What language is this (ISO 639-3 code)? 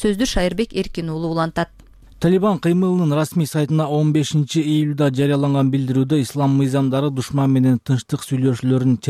kir